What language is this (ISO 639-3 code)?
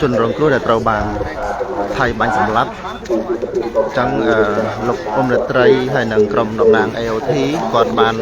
khm